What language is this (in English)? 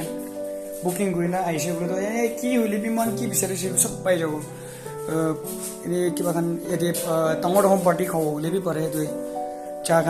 Naga Pidgin